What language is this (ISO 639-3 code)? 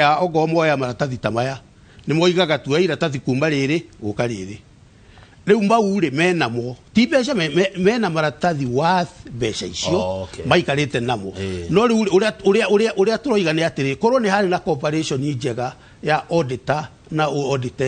kik